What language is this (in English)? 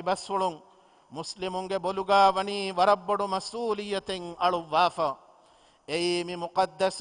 Divehi